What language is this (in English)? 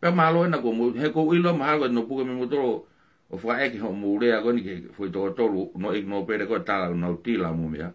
Tongan